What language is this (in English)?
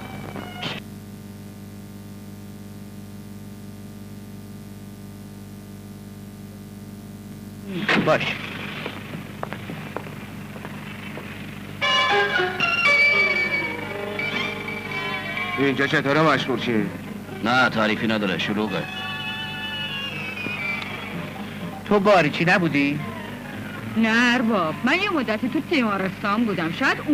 Persian